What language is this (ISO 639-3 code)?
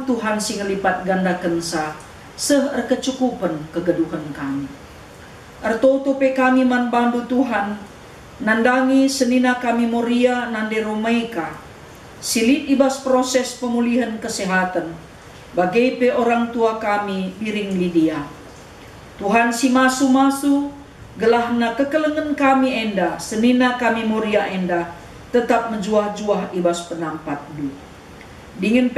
btx